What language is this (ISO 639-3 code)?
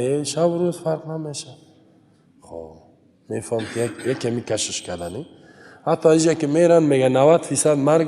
fas